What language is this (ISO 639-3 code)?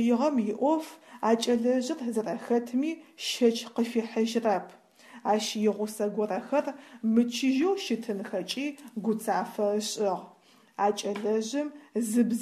ady